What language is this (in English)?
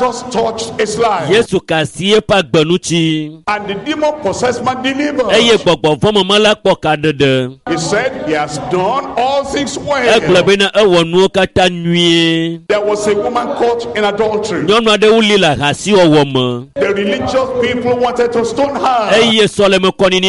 Ewe